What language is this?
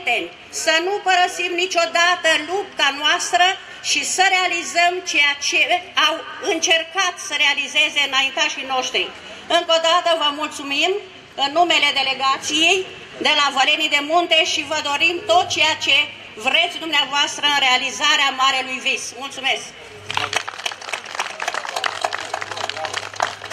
Romanian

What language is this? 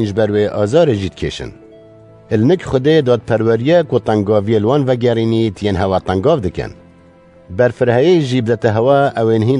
Kurdish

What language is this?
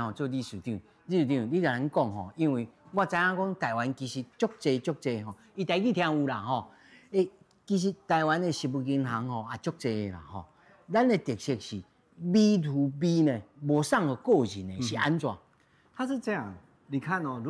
Min Nan Chinese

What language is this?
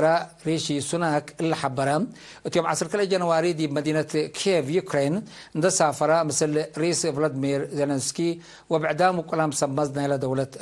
Tigre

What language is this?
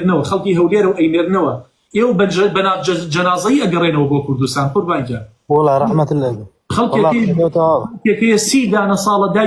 Central Kurdish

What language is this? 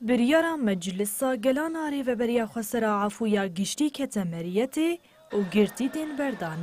Kurdish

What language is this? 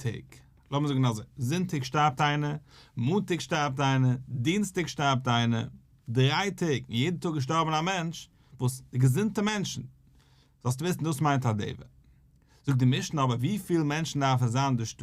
Yiddish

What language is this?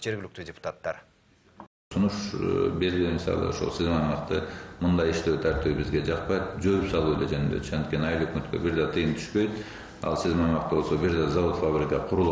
Kyrgyz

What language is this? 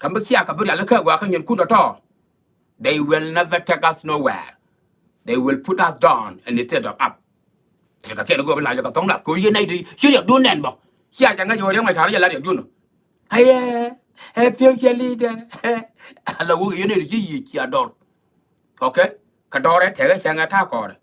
Nuer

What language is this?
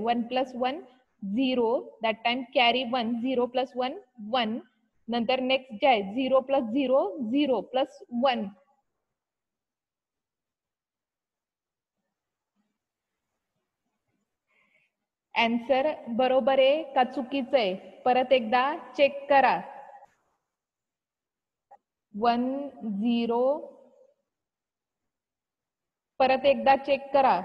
Marathi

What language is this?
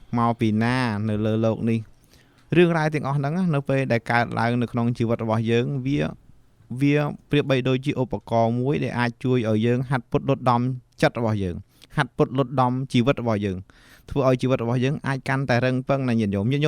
Khmer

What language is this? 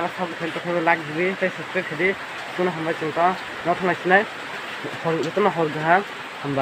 Kok Borok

